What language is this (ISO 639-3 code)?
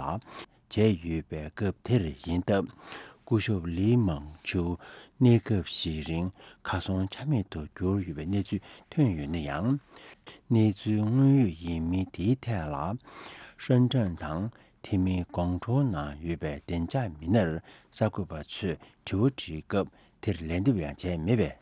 bod